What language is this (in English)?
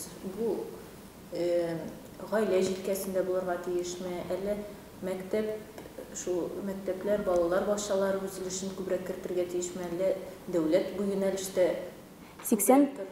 Tatar